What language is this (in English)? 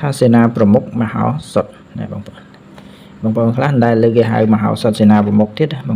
Khmer